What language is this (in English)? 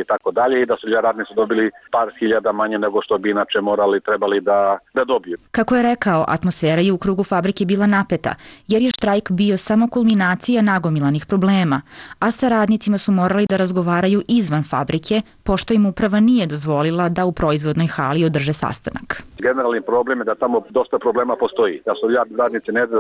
Serbian